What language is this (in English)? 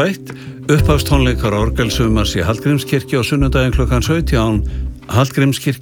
Icelandic